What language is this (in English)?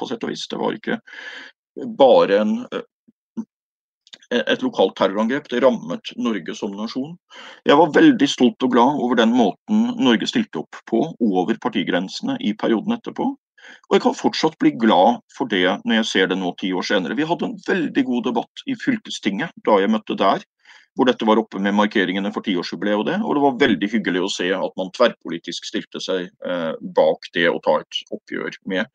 Norwegian